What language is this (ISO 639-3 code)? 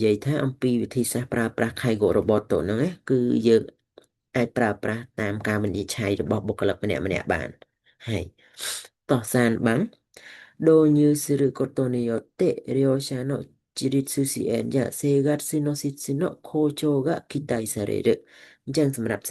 khm